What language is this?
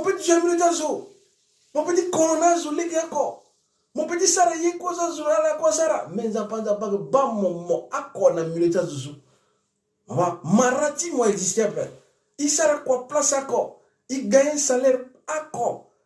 Sango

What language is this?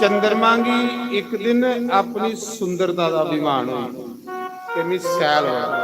Dogri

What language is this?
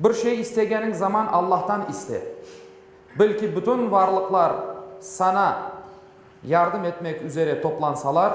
Crimean Tatar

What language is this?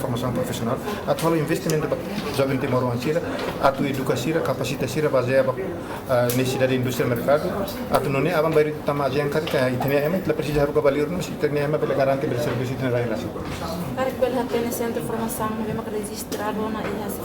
Tetum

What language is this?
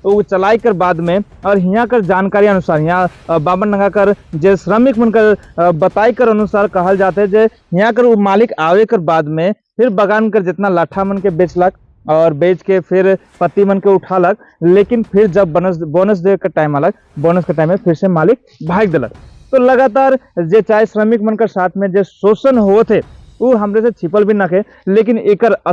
Sadri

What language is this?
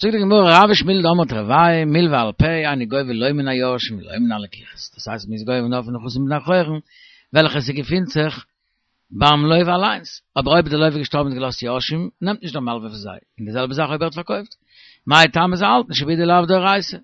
Yiddish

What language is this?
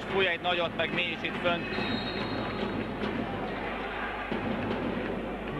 Hungarian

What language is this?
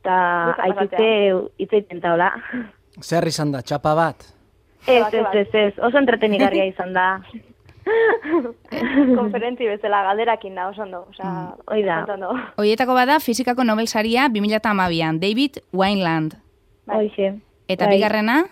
Basque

